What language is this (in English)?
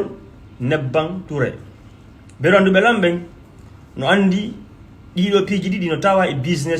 Fula